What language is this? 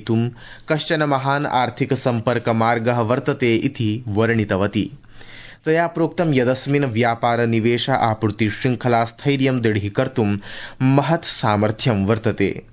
Sanskrit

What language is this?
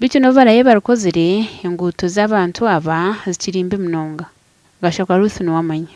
Nyankole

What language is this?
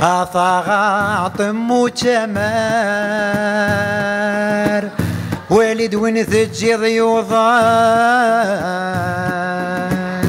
Kabyle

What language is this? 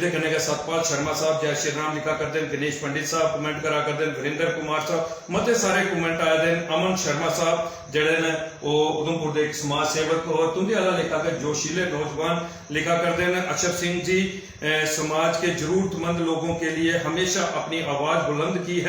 Dogri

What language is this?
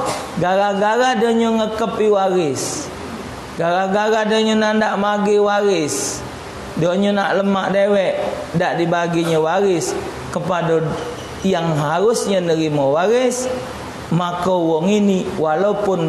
Musi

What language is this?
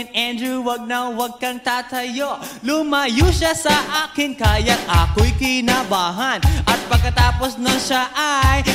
Filipino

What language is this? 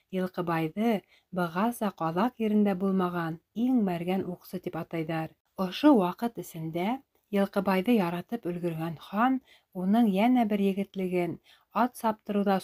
Bashkir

